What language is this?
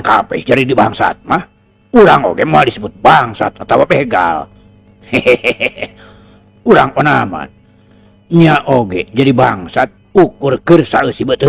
Sundanese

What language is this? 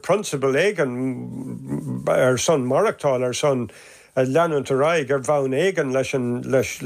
Irish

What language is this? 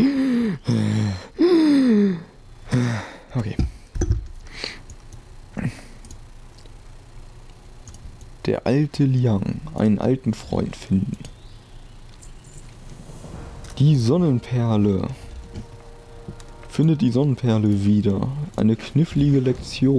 German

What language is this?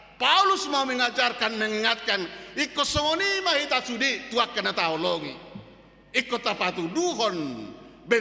Batak Toba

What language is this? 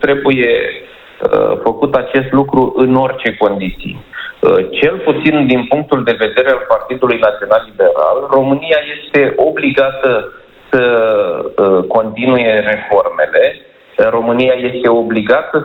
Romanian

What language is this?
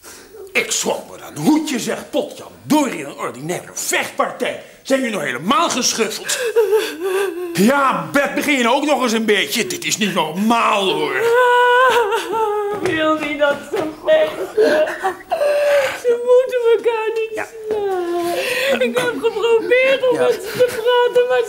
Dutch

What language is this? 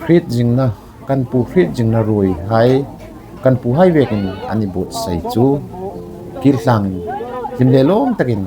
Hmar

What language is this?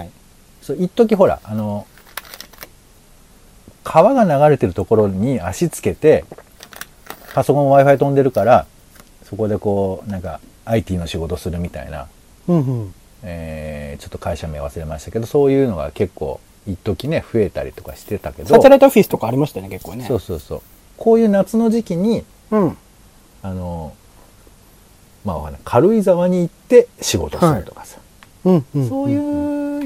Japanese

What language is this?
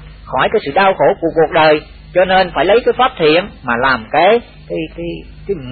Vietnamese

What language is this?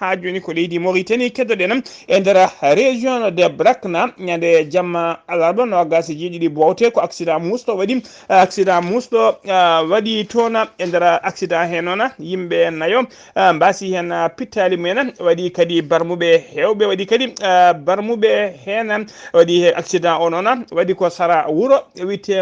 Fula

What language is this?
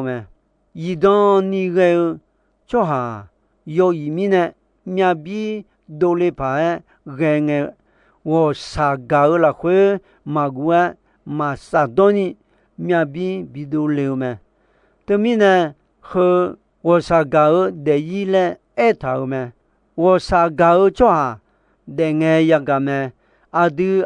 Akha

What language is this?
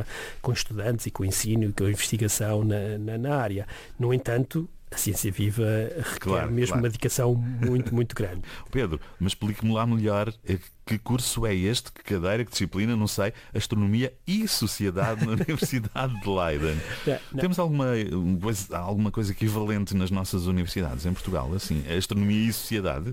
Portuguese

